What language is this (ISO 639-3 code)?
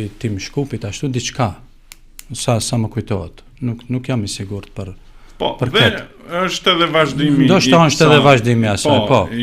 sqi